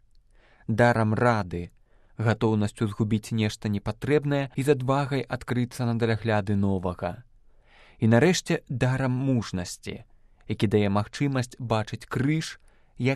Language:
Belarusian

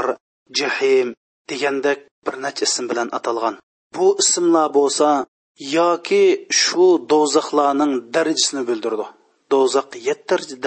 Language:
Uyghur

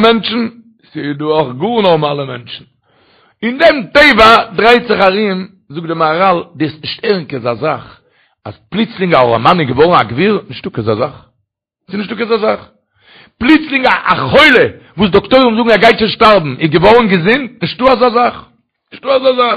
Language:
Yiddish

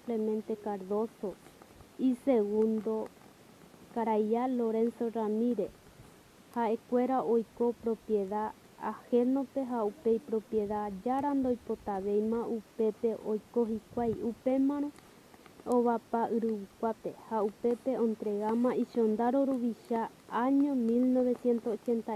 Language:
Guarani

